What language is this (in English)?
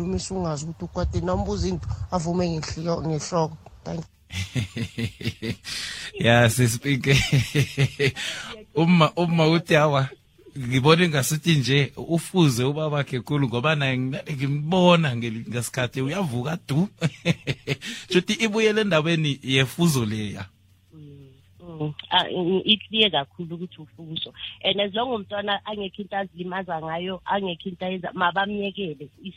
South Ndebele